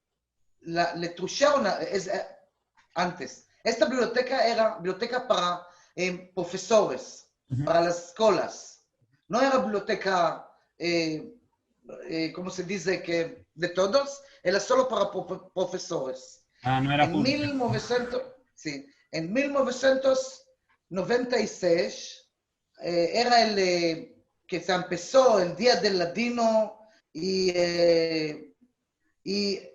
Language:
Ladino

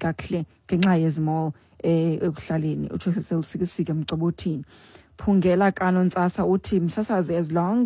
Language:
Xhosa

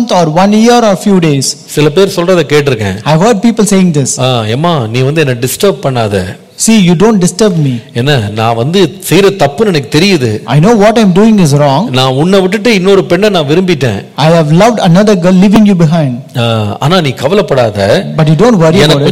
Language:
Tamil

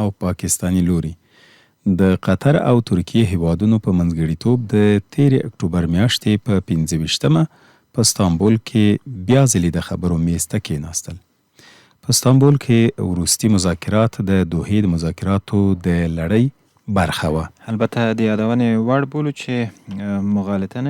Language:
Pashto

